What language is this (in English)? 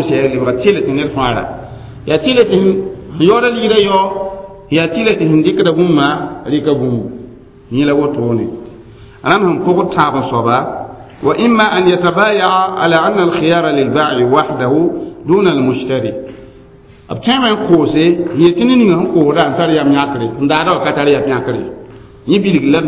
Mossi